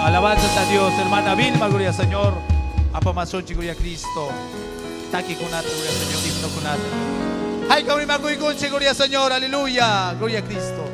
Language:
Ayacucho Quechua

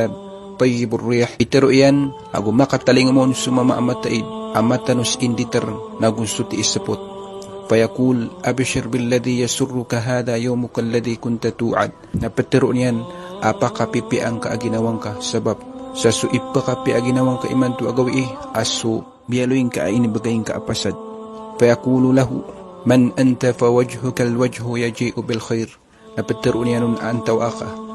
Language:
Maranao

